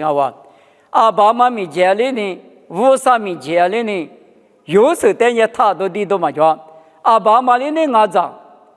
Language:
Lisu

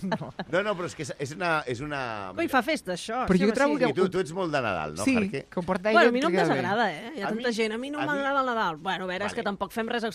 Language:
Catalan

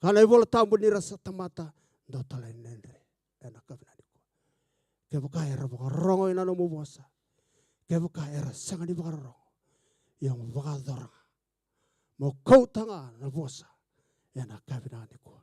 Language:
Fijian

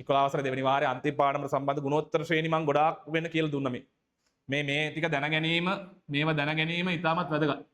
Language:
Sinhala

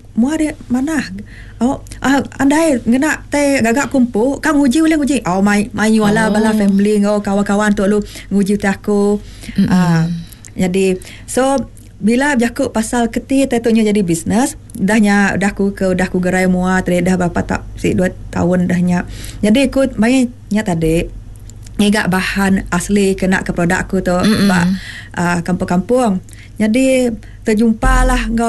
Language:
Iban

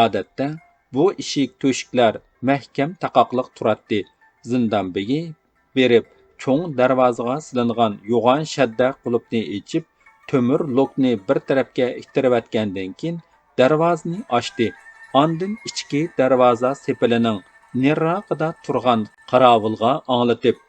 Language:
Uyghur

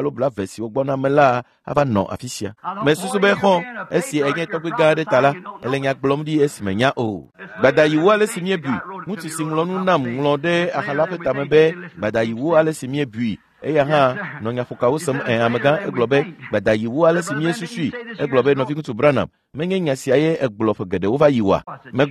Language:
Ewe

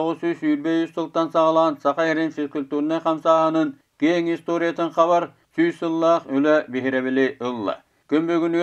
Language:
Yakut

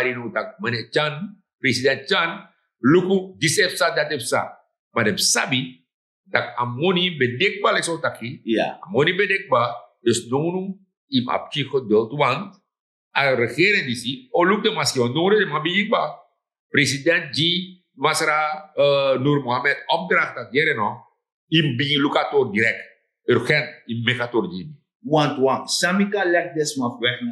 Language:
Sranan Tongo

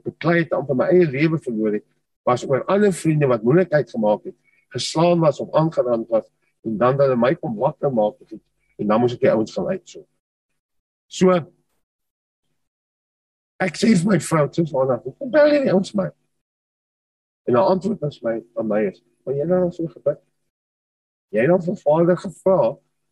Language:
Afrikaans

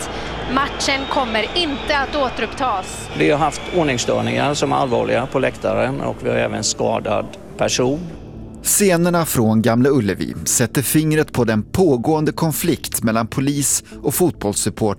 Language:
Swedish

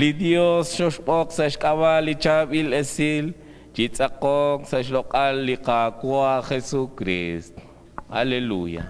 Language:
Kekchí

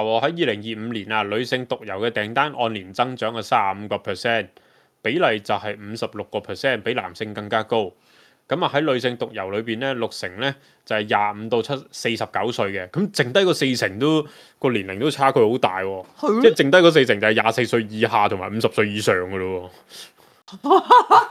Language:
Cantonese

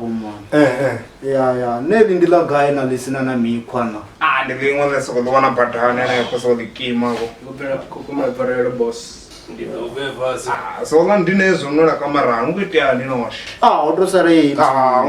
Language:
Venda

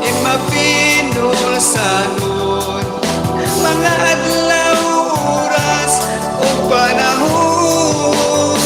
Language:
Waray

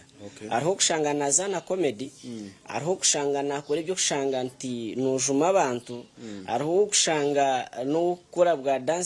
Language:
Nyankole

